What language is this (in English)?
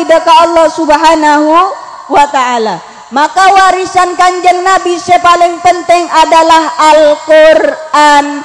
Madurese